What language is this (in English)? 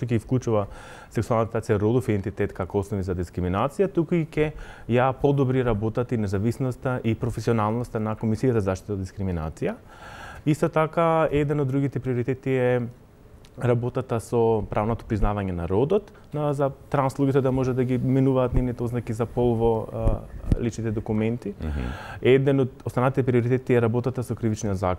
Macedonian